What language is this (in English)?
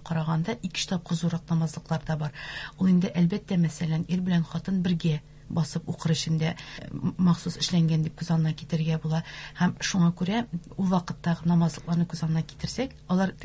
Tatar